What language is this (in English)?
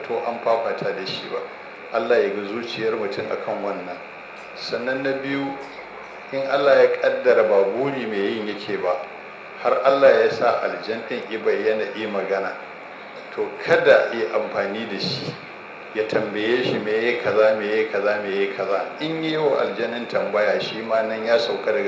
Hausa